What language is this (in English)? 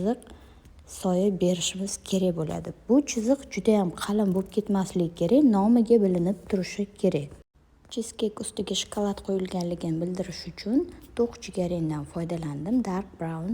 Uzbek